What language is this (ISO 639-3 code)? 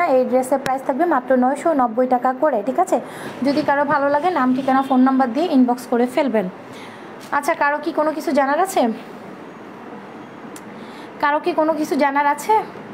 ben